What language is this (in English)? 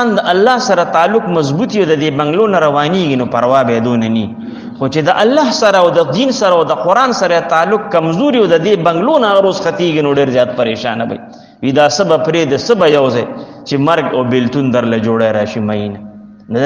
Pashto